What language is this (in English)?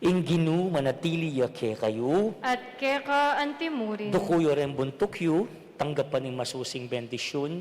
Pampanga